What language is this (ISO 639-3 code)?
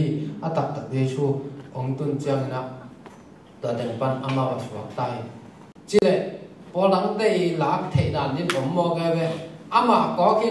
ctd